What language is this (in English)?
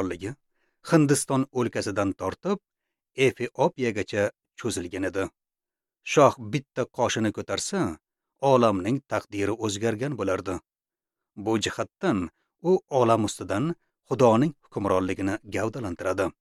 Uzbek